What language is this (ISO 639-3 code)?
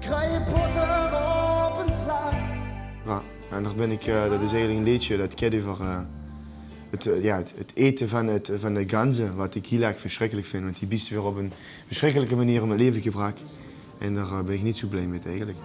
lim